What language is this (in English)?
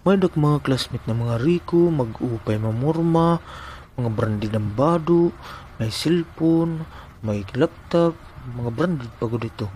Waray